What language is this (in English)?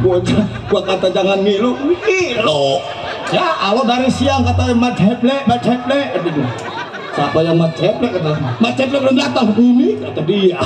Betawi